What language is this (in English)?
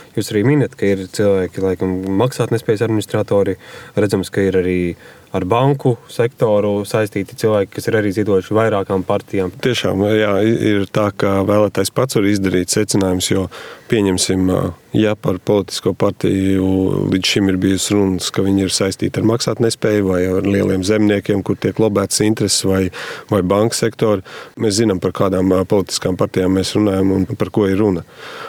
Latvian